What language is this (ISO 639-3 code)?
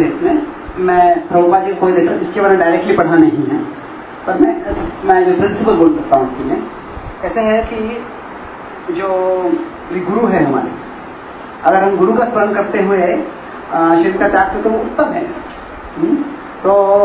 hin